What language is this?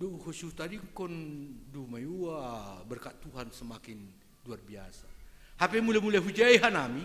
Batak Simalungun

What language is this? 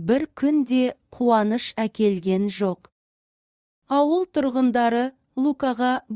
Kazakh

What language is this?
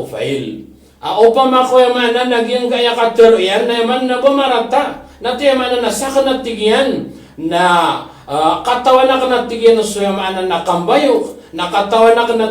Maranao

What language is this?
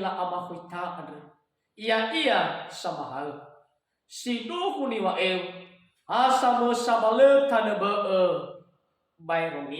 Nias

